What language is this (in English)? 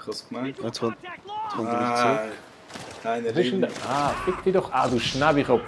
Swiss German